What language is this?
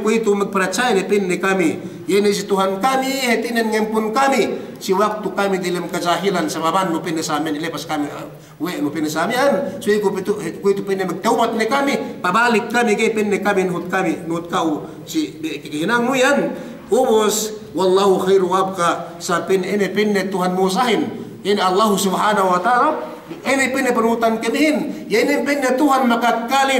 Yakan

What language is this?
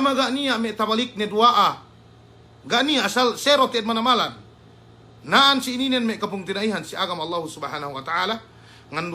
Yakan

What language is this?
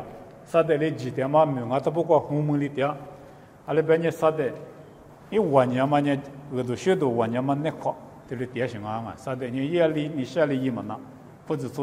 Lisu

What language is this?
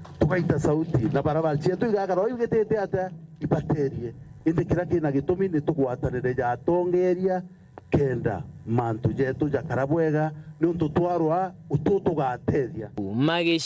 Meru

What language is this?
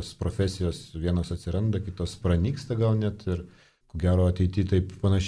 Lithuanian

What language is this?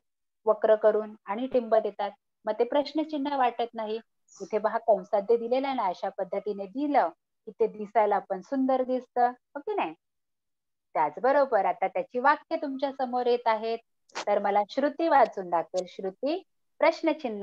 Marathi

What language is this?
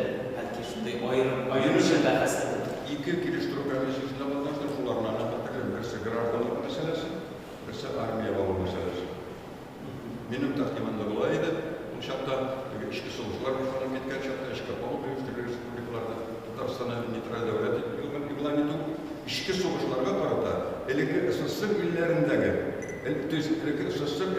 Tatar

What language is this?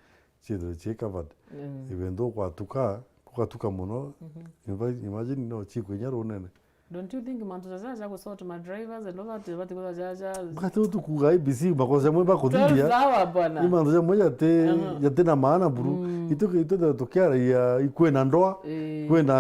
Meru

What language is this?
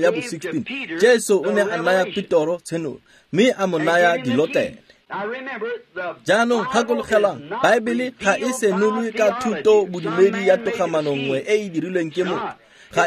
Tswana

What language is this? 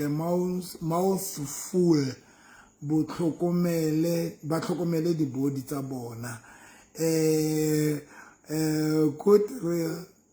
Southern Sotho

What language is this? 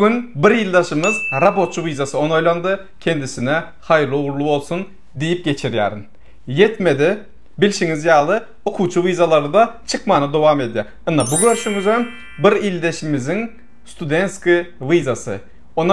Turkmen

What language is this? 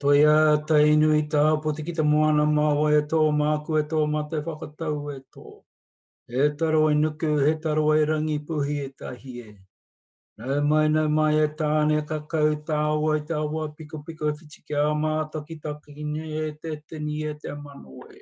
Māori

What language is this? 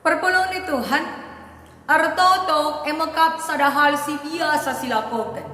Batak Karo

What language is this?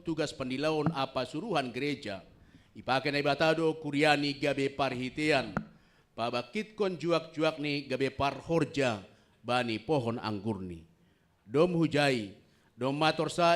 Batak Simalungun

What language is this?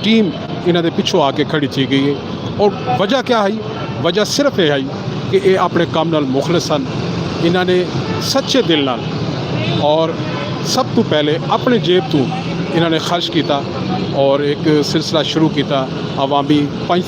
Saraiki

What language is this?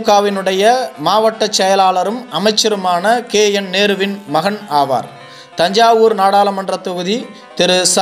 Tamil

